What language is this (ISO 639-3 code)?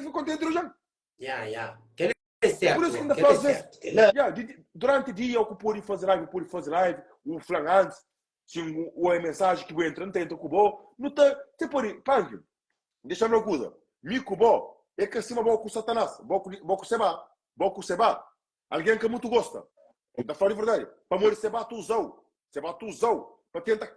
kea